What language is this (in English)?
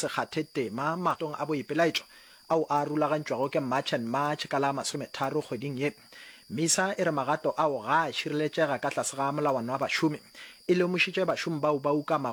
Northern Sotho